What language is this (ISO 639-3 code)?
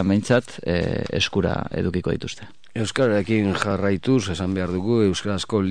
eus